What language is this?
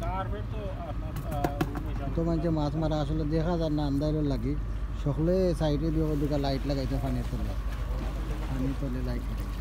Sylheti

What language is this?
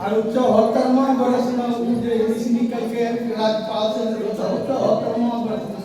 Angika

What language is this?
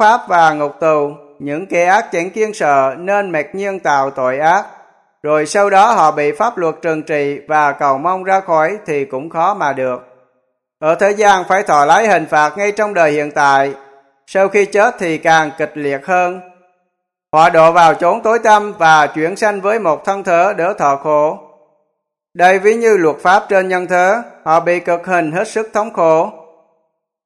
Vietnamese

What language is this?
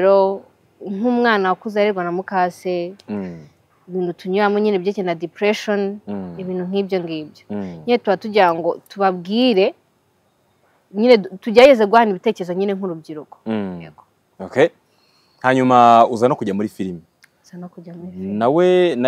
Kinyarwanda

